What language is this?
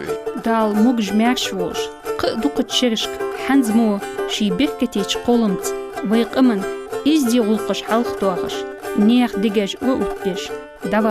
Ingush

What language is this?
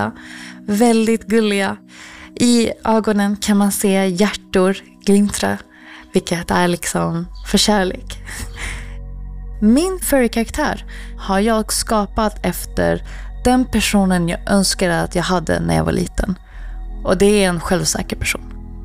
Swedish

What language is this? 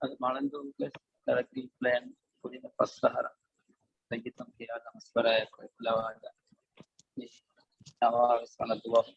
Divehi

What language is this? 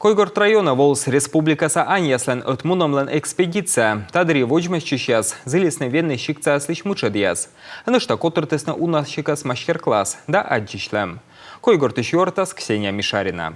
Komi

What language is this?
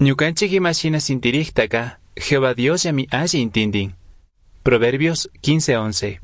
Chimborazo Highland Quichua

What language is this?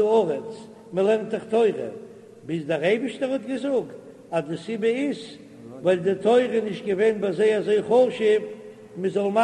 Yiddish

